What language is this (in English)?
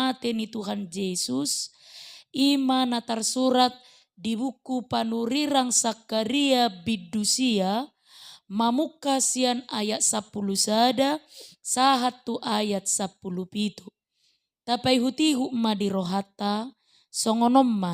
Batak Toba